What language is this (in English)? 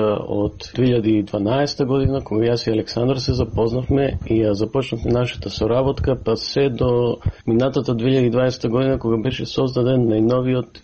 Macedonian